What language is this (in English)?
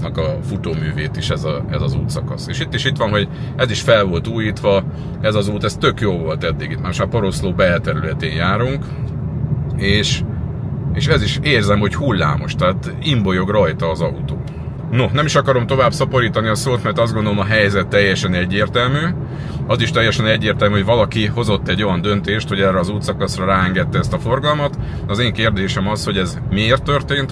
Hungarian